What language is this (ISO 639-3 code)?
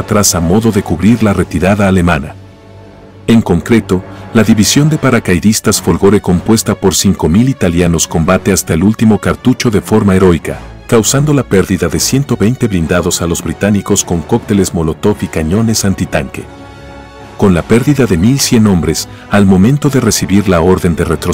spa